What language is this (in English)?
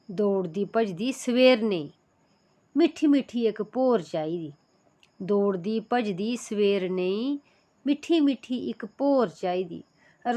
Dogri